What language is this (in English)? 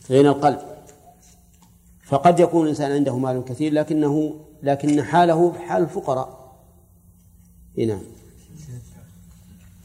Arabic